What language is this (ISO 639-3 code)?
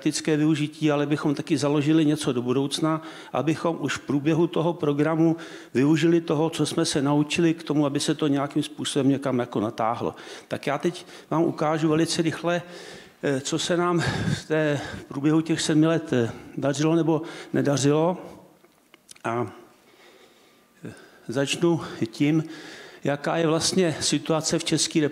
ces